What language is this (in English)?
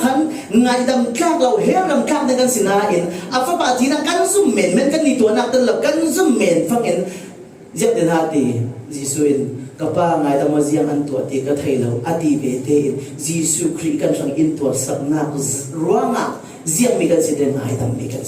Falam Chin